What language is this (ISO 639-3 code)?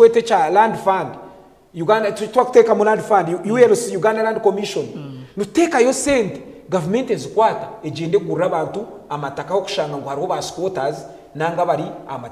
nyn